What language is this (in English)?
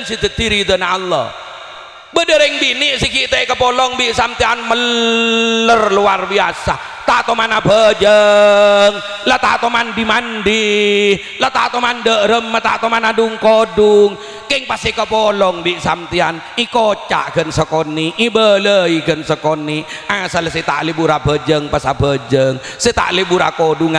Madurese